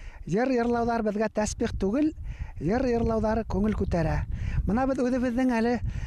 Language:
Bashkir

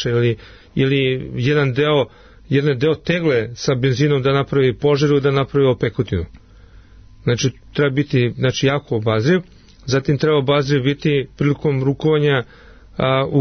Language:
Serbian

